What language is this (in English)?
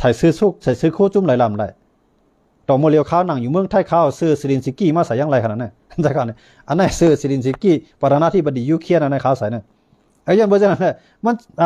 Shan